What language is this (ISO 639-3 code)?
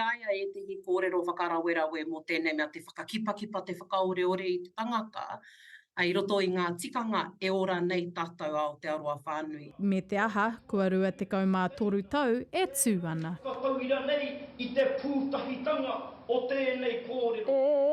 mri